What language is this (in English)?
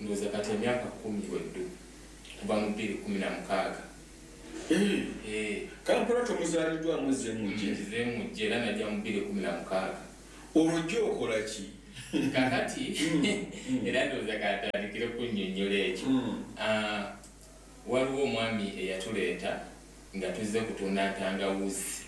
Ganda